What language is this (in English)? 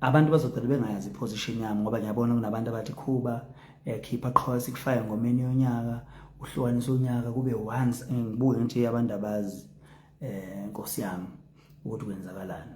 Zulu